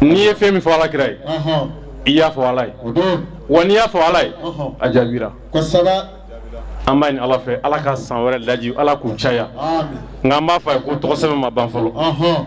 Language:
Bambara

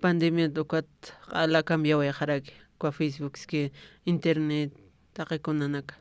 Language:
Aymara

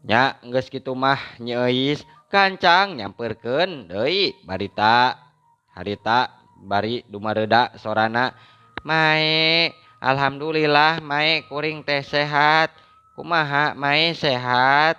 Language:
Sundanese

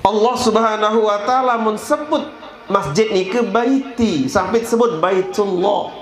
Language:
Sasak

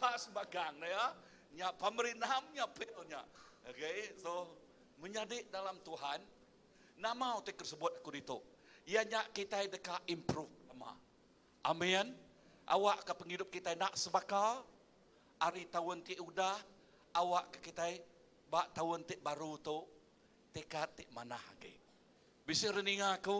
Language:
Iban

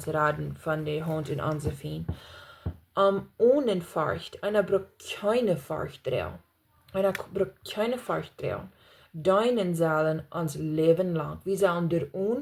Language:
Plautdietsch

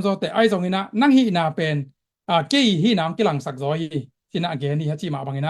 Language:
Tedim Chin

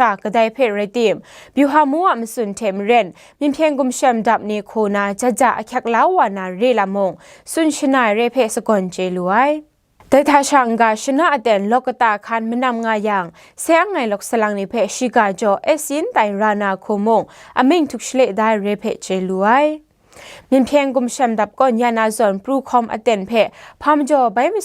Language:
Kachin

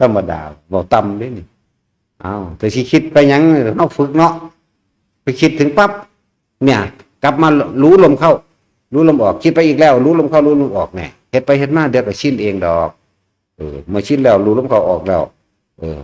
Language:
Northeastern Thai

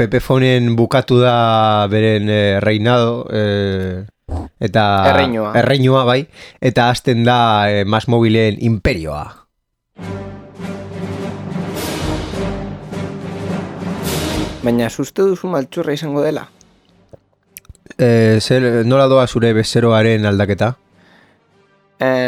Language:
Basque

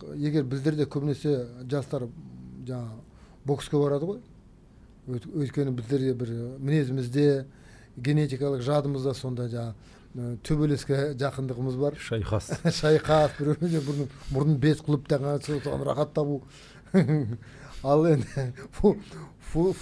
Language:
Kazakh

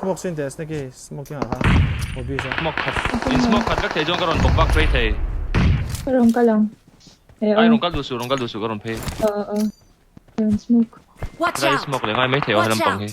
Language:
Mizo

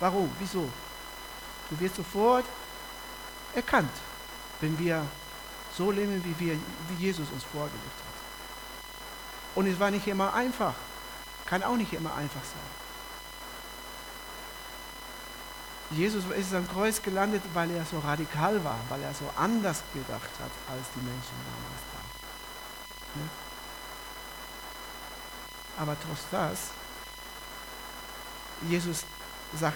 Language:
German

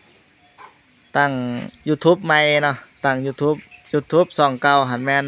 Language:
Lao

